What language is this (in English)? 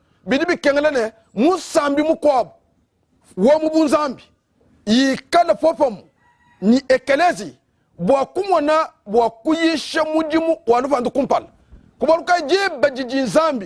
Luba-Lulua